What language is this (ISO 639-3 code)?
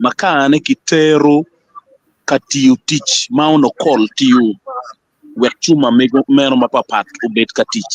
ach